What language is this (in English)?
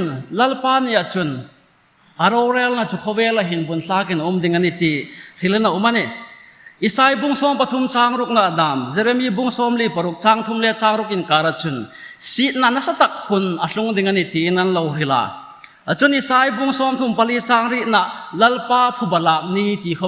Hmar